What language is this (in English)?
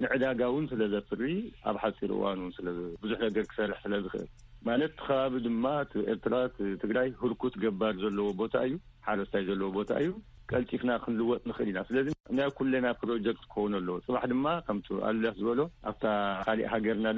Tigrinya